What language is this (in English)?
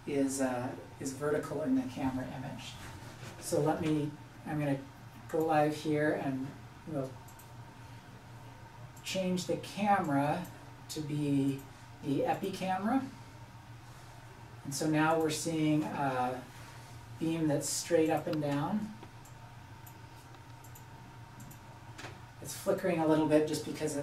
English